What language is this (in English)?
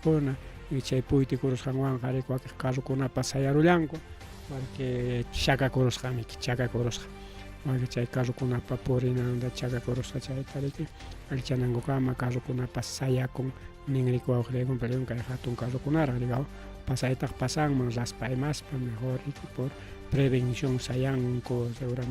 Ayacucho Quechua